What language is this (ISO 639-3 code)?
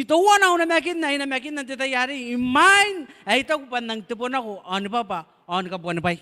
gil